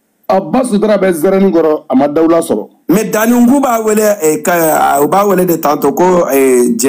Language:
Bambara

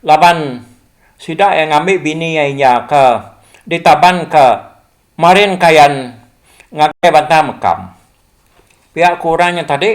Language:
Iban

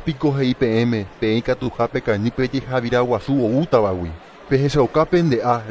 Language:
Guarani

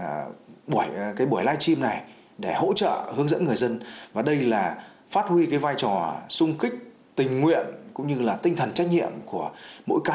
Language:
Vietnamese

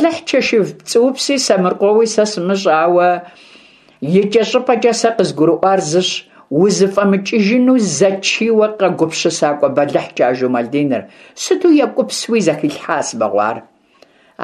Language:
Kabardian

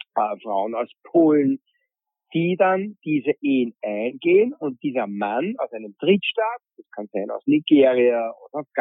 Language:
German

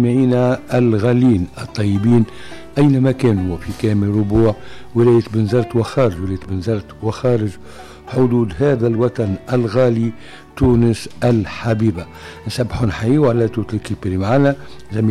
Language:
Tunisian Arabic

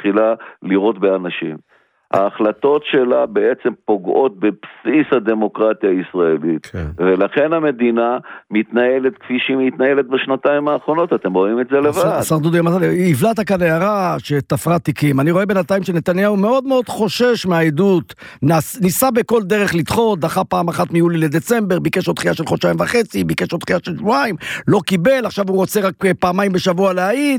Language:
Hebrew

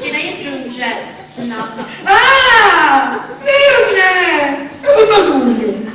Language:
Sicilian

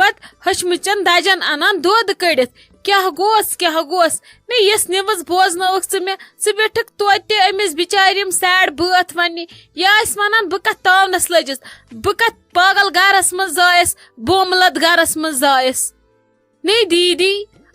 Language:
Kashmiri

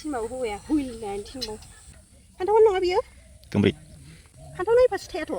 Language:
Bodo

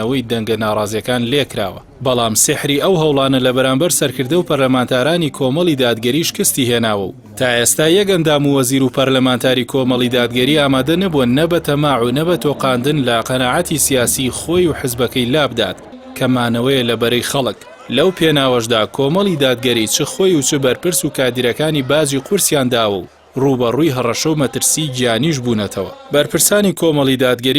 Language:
Central Kurdish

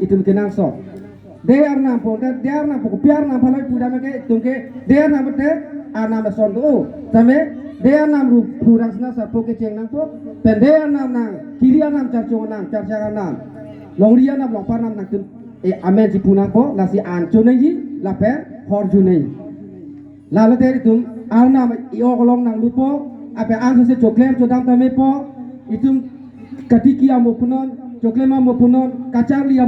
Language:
Karbi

